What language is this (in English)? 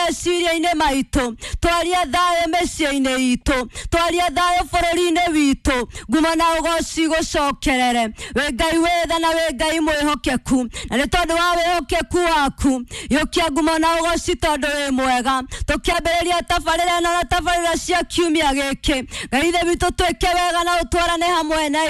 Kikuyu